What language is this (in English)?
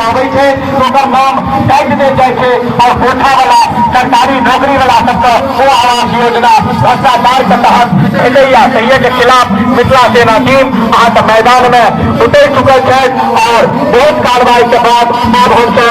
Maithili